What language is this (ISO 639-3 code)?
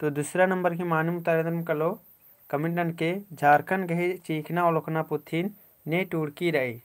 kru